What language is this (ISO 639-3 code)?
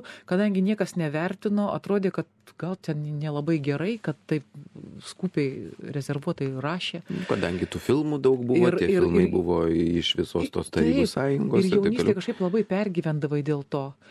lit